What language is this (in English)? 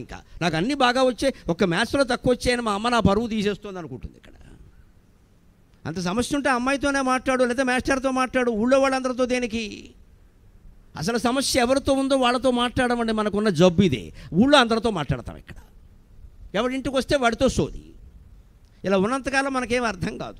Telugu